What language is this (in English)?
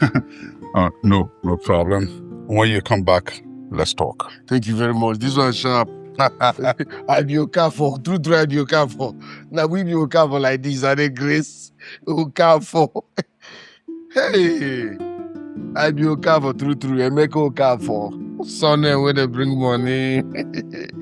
Nigerian Pidgin